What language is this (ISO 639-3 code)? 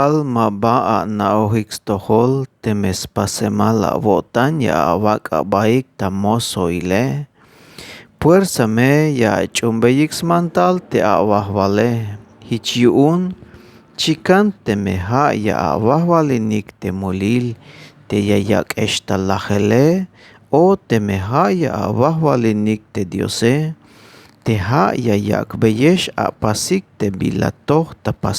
tzh